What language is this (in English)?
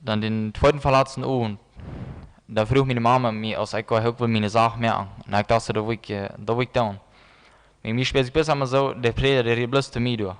Plautdietsch